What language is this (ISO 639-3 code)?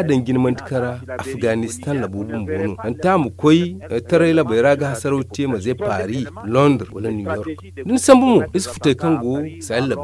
dje